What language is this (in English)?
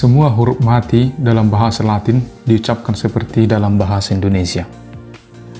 Indonesian